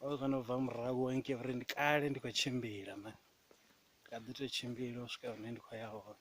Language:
Venda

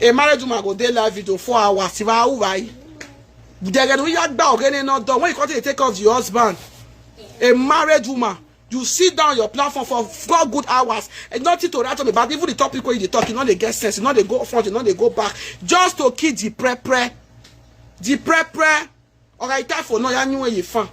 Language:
Nigerian Pidgin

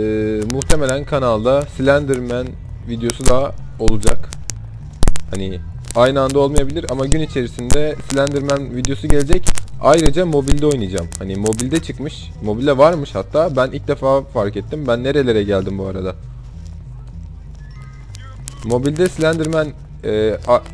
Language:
Turkish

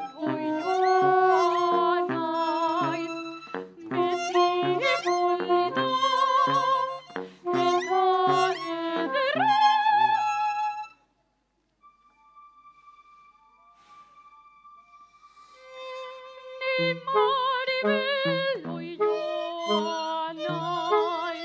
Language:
Basque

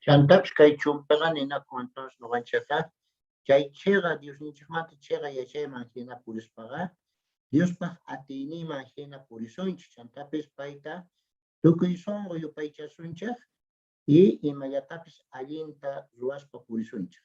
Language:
South Bolivian Quechua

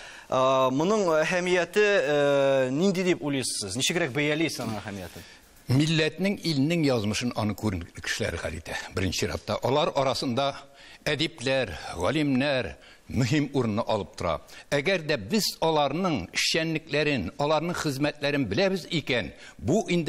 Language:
Tatar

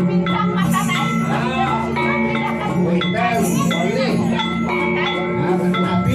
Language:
Balinese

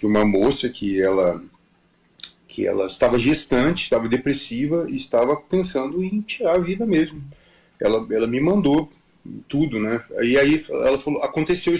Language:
Portuguese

